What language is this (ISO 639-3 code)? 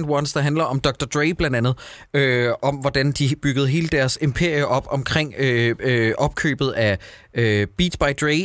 dan